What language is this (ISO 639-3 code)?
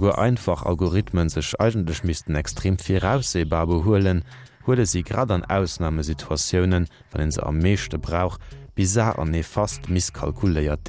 ltz